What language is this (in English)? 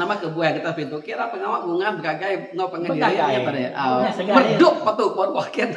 Iban